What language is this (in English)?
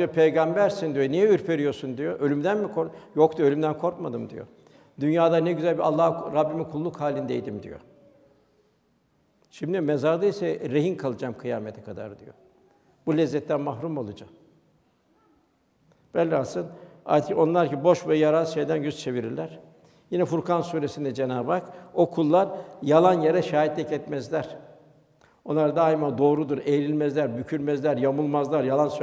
Turkish